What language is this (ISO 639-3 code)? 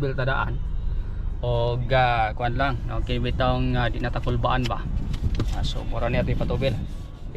ceb